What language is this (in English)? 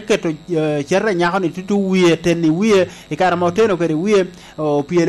Lango (Uganda)